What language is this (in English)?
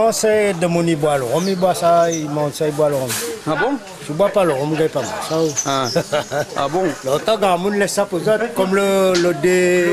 Réunion Creole French